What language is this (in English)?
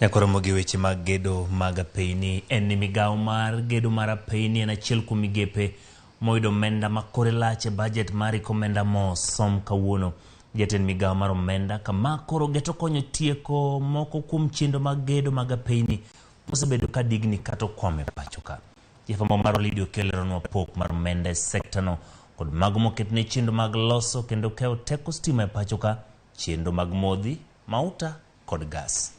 Luo (Kenya and Tanzania)